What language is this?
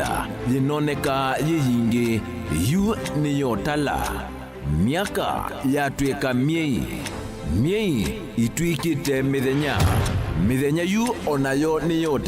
Kamba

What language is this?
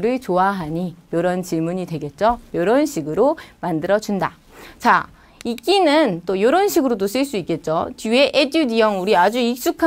Korean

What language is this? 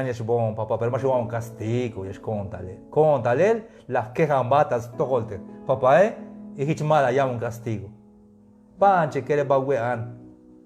Tzeltal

